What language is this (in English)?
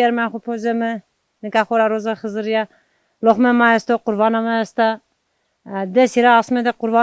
Zaza